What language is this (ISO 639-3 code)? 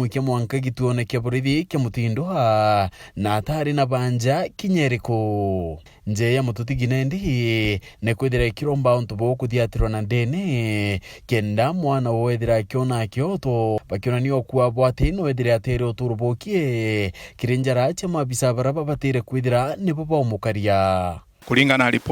mer